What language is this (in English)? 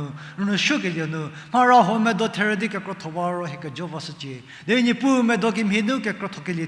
Angami Naga